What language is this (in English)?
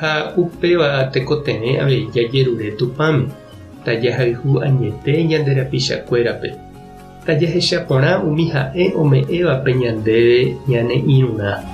Guarani